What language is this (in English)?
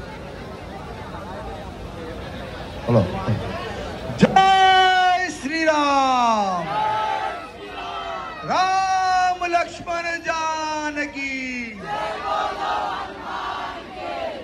Telugu